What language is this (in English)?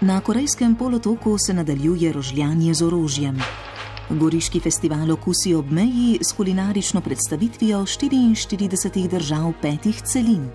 Slovenian